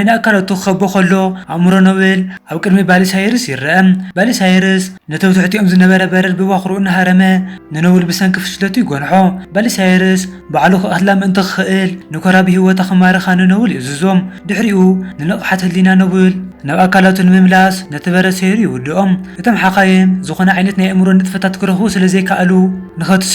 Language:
Tigrinya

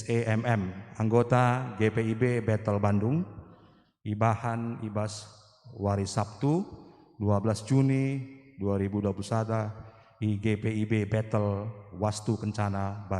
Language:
Batak Karo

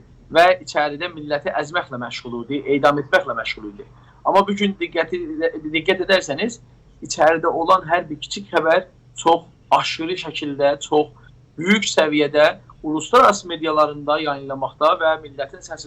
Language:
South Azerbaijani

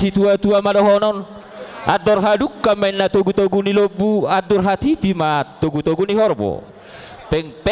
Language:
Batak Toba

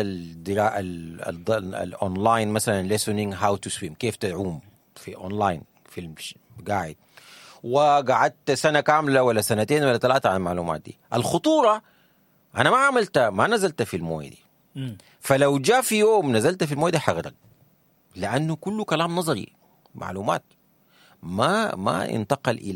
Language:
Sudanese Arabic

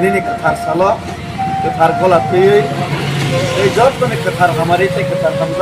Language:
Kok Borok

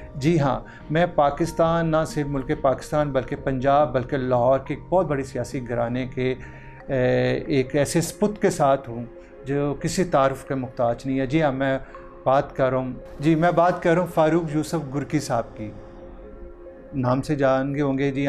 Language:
Urdu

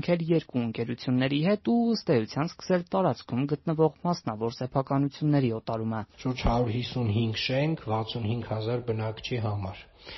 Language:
Armenian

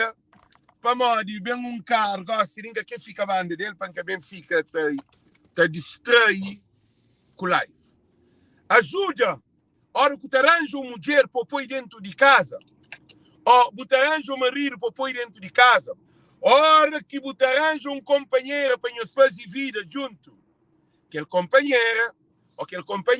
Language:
Kabuverdianu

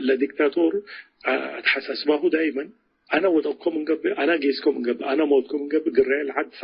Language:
Tigre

